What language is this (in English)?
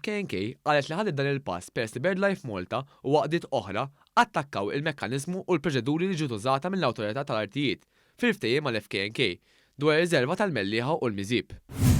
Maltese